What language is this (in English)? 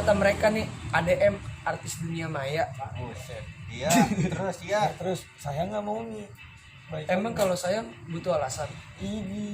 Betawi